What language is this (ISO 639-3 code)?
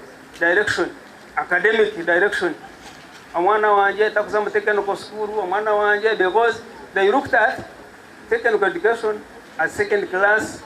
nyn